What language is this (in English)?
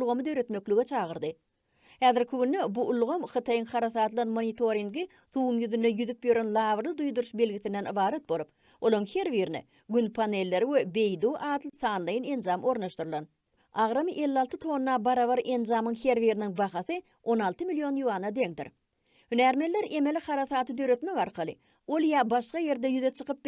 Turkmen